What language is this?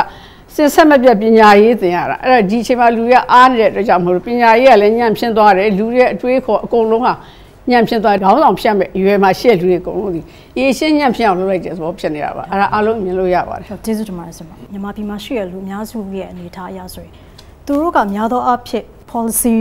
Burmese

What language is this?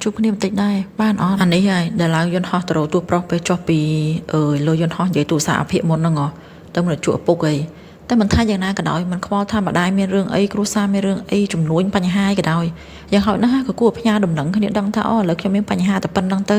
Khmer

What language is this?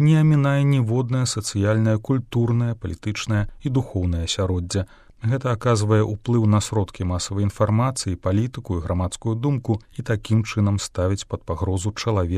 Belarusian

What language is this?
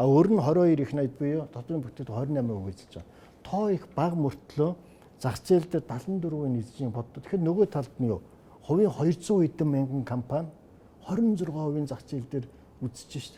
Mongolian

